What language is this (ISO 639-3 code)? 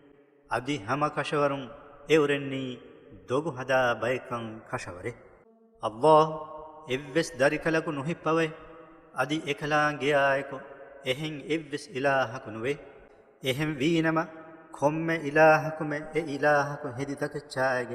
div